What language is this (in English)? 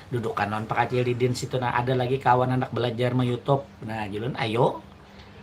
Banjar